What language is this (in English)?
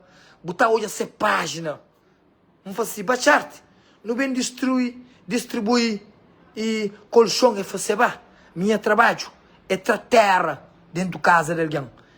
Kabuverdianu